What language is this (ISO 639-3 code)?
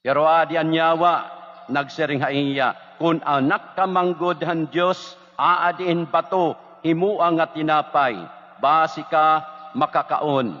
war